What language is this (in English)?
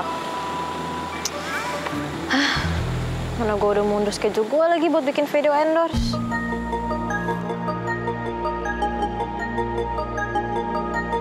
Indonesian